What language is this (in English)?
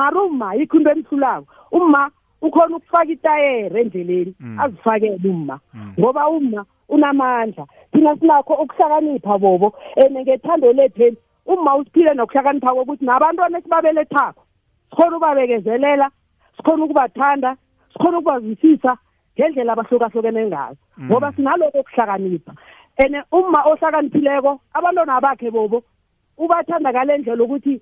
South Ndebele